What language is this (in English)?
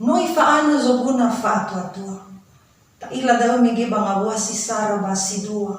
Nias